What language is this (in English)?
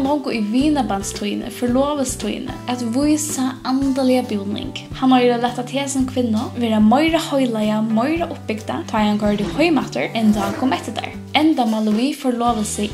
Faroese